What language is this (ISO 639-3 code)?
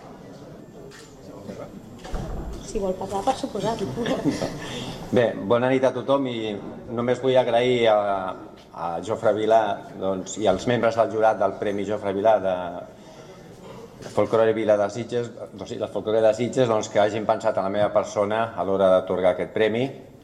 cat